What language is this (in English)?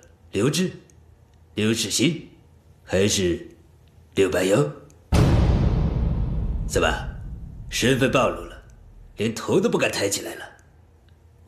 Chinese